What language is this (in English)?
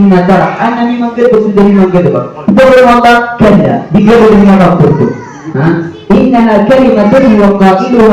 Maranao